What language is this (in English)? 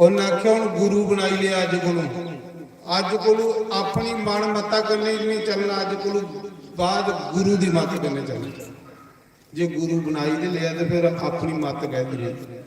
Dogri